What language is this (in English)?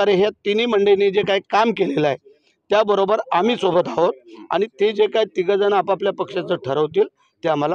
Marathi